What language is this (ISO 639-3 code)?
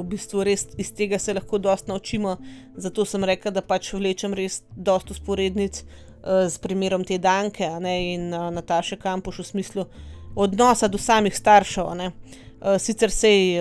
slv